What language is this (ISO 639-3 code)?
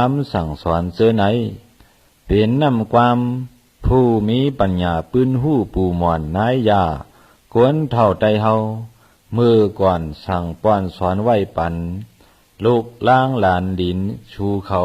shn